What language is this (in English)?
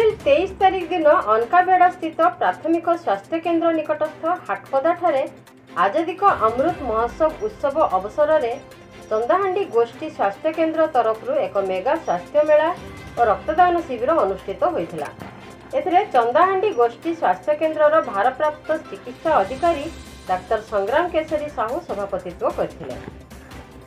Odia